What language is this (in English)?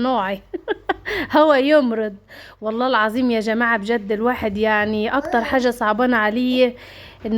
Egyptian Arabic